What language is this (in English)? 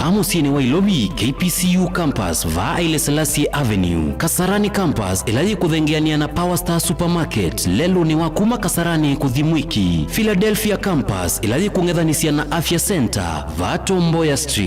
Kamba